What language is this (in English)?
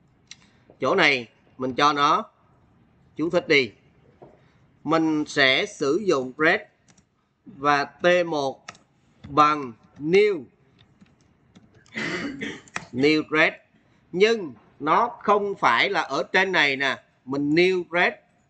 Vietnamese